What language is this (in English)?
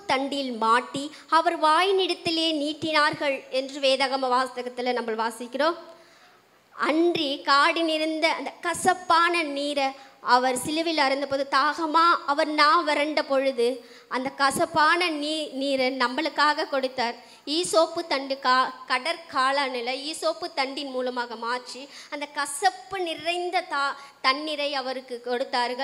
Tamil